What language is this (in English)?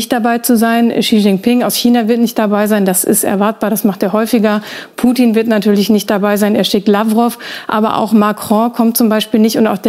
German